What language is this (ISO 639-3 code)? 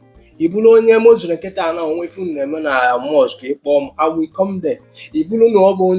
ibo